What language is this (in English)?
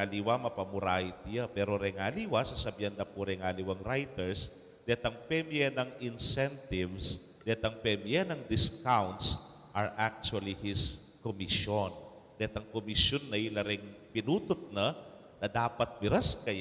Pampanga